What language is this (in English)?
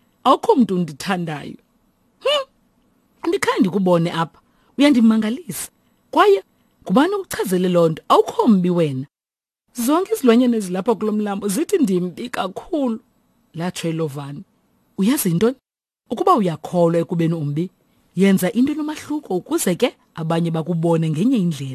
Xhosa